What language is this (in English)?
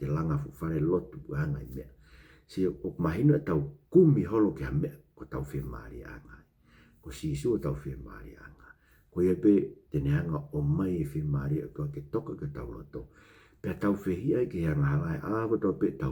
Tongan